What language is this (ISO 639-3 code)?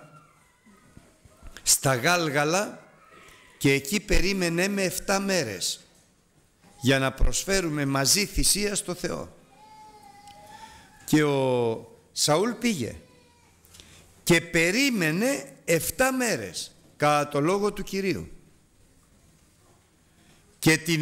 ell